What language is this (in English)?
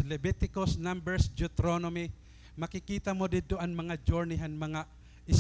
Waray